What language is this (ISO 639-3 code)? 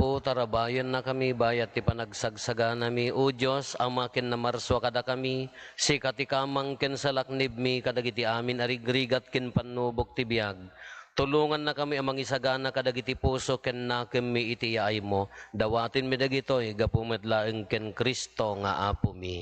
ilo